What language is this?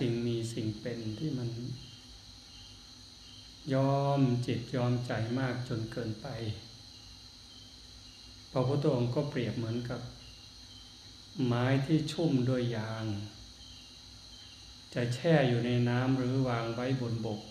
Thai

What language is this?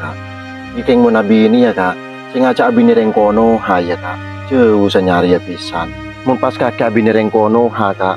Madurese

